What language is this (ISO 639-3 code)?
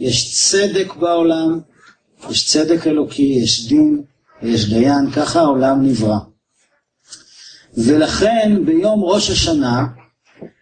heb